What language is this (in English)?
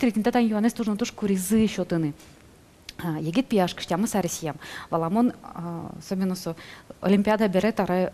Udmurt